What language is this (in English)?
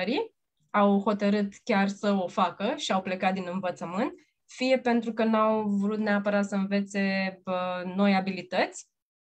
Romanian